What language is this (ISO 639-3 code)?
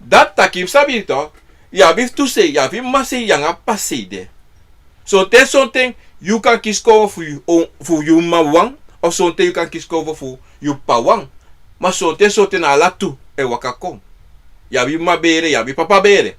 srn